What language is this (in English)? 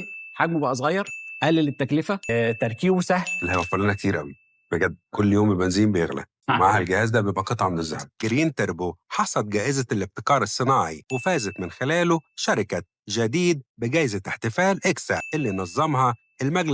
Egyptian Arabic